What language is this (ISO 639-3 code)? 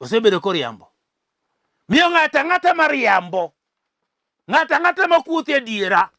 luo